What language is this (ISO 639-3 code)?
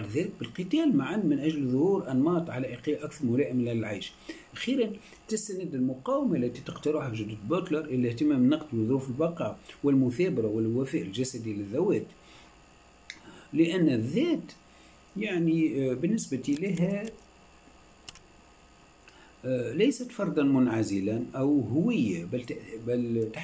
ara